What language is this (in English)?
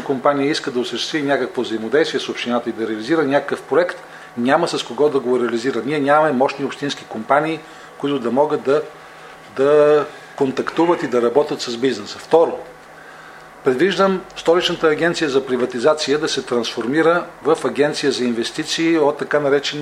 Bulgarian